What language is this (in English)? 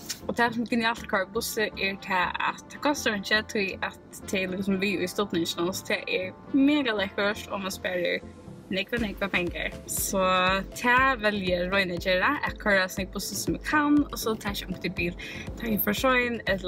Faroese